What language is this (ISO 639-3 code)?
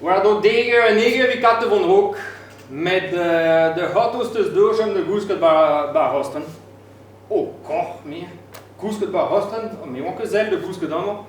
bre